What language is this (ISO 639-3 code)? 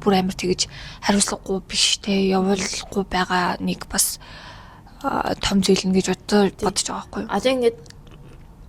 mon